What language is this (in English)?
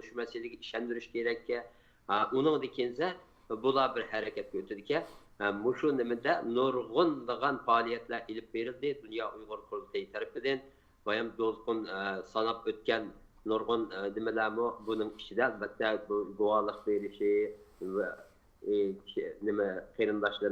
Uyghur